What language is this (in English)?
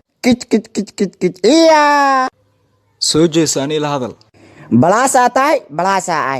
Somali